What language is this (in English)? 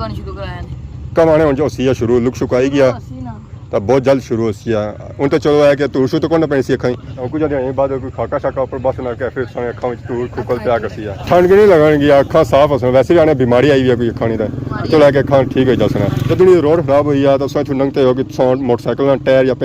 Pahari-Potwari